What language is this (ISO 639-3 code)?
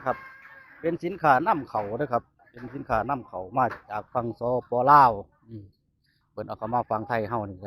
tts